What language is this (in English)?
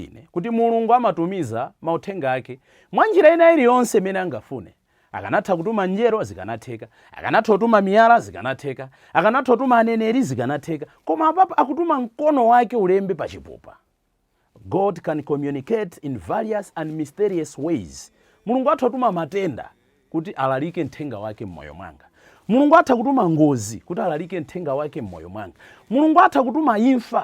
Nyanja